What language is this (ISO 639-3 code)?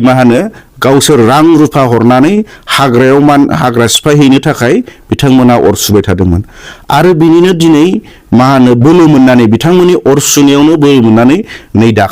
brx